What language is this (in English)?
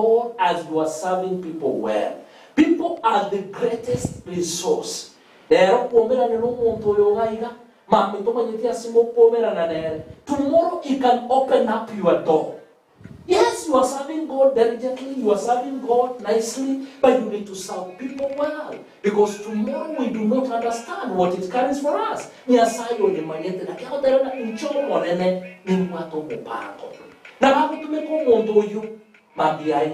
Gusii